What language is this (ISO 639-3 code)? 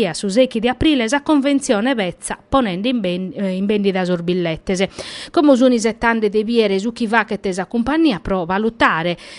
srd